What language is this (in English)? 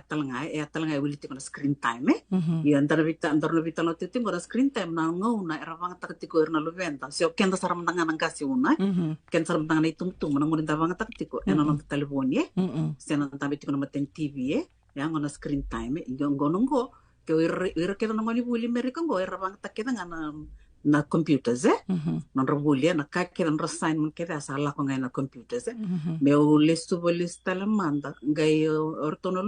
Fijian